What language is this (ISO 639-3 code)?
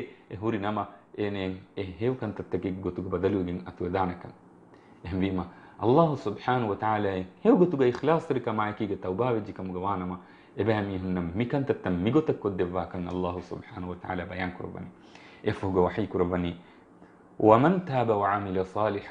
div